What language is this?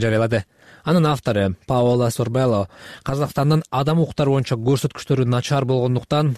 Kyrgyz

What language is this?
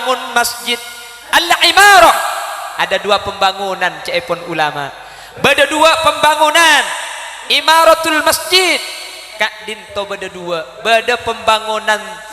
Madurese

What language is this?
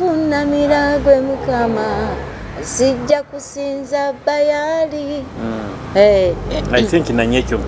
Nyoro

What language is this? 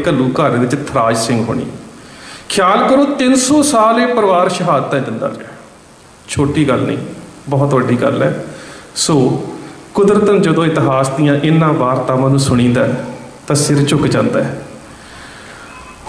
Punjabi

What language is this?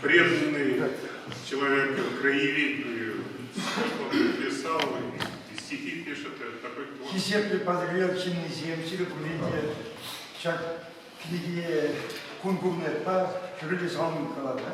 Chuvash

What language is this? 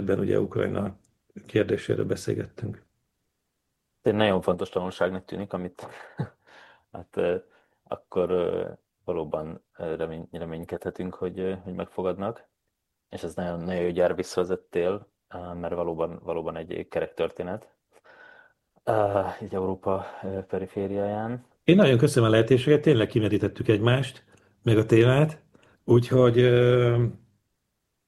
Hungarian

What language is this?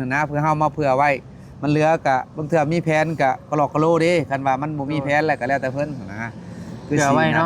Northeastern Thai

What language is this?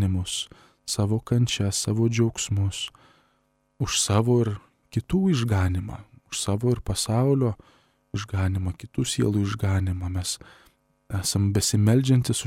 Lithuanian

